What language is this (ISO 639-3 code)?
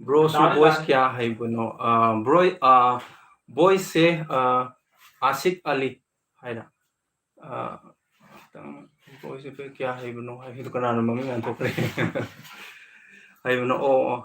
mni